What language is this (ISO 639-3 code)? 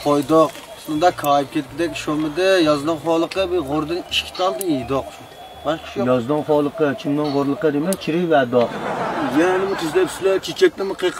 uig